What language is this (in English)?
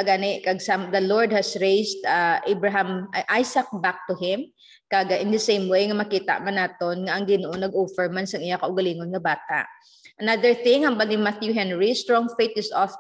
Hiligaynon